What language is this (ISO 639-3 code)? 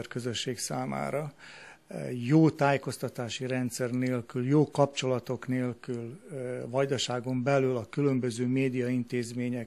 hun